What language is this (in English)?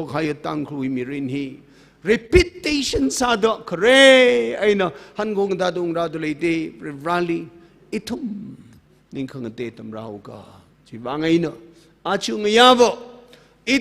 Tangkhul Naga (India)